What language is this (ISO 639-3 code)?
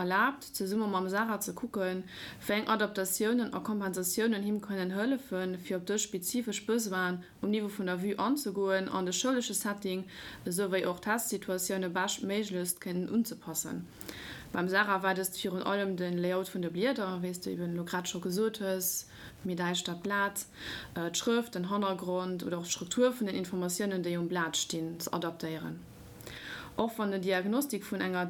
ltz